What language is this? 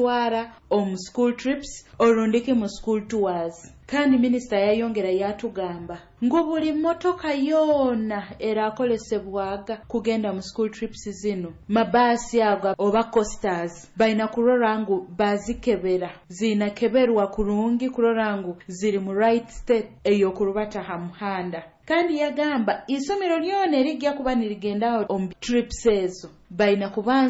Nyoro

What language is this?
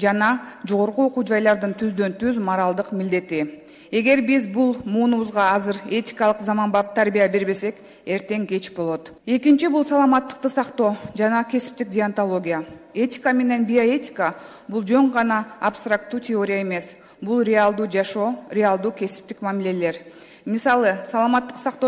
Kyrgyz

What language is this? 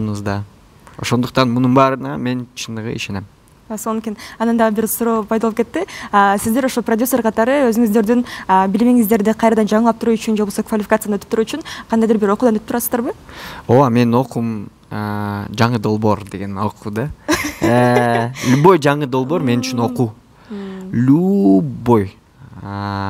Kyrgyz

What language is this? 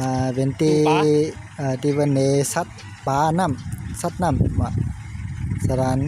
Shan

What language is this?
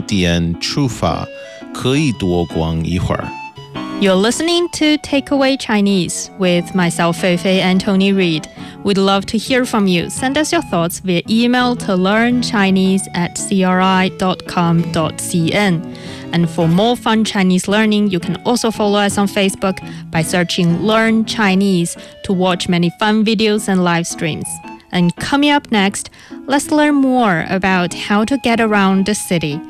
English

